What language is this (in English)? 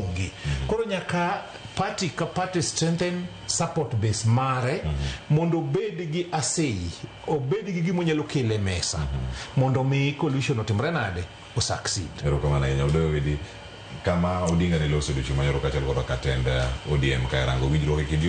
Luo (Kenya and Tanzania)